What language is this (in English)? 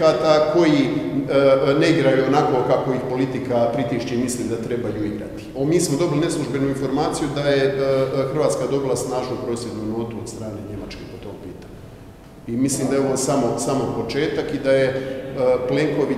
Croatian